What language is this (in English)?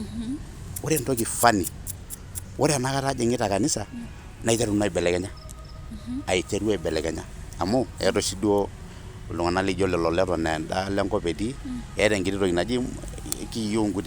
Masai